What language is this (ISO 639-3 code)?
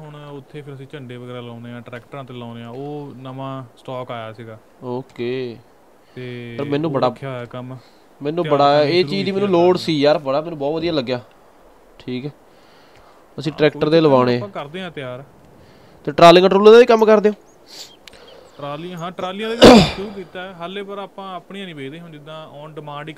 pan